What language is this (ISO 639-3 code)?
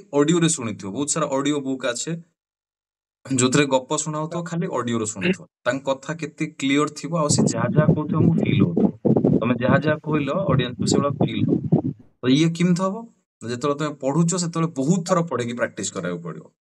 ori